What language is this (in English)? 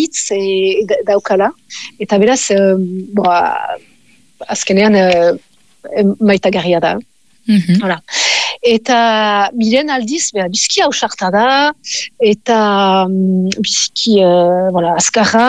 Basque